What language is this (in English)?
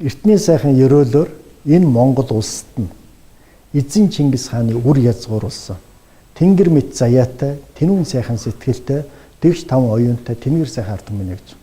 Mongolian